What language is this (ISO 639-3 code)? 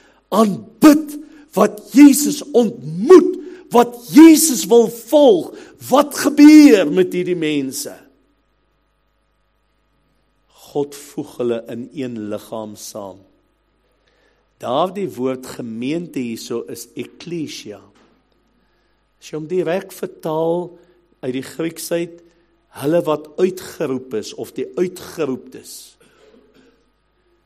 afr